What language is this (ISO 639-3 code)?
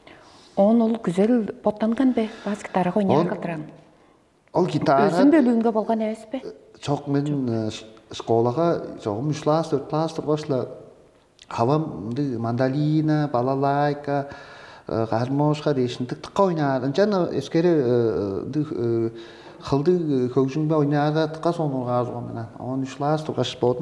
tyv